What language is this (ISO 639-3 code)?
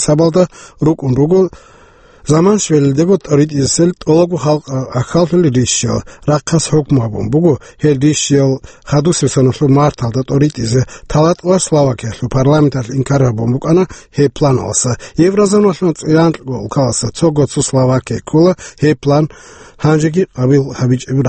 ava